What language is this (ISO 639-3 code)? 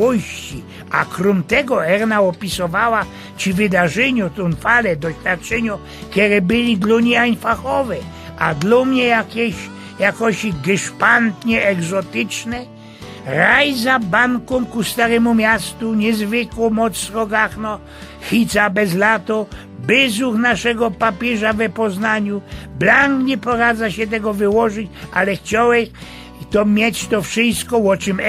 szl